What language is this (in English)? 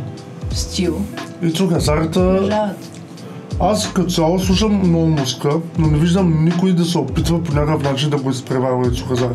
Bulgarian